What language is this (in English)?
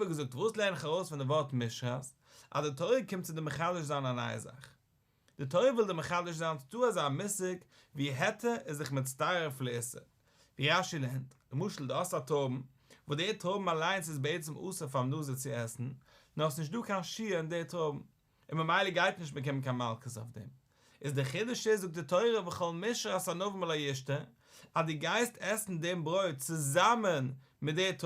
Yiddish